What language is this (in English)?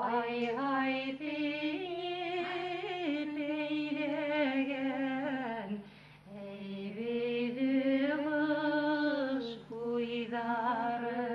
Bashkir